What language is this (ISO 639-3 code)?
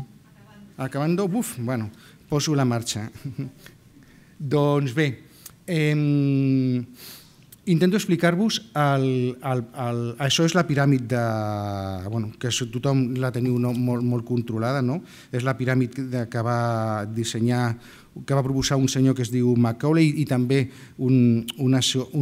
cat